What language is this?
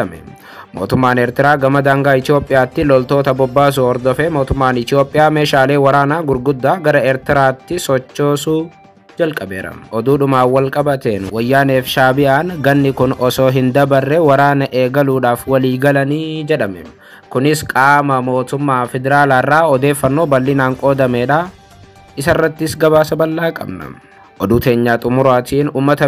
Oromo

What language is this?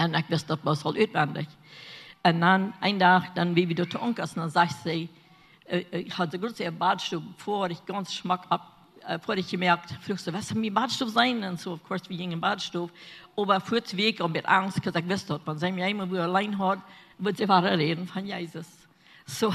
Plautdietsch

